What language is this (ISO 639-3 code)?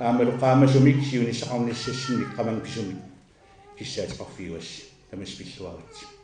kal